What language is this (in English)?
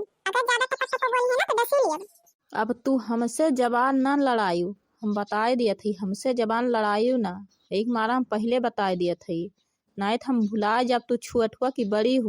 Awadhi